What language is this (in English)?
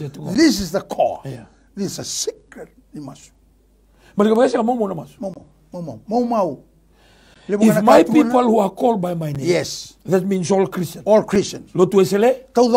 Fijian